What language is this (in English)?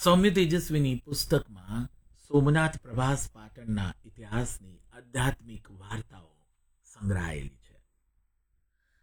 Gujarati